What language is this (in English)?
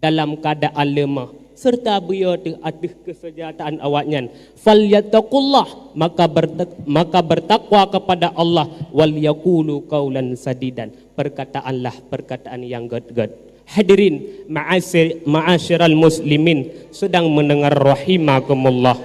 Achinese